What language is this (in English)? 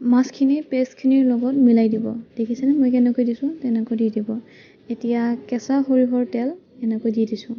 Assamese